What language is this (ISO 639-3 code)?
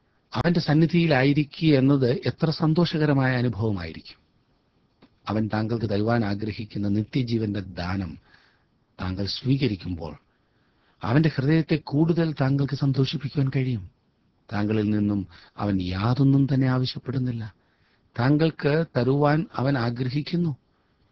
mal